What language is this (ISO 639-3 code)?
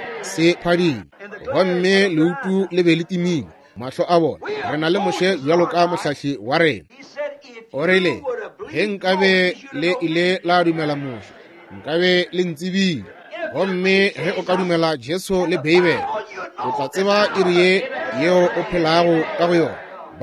nso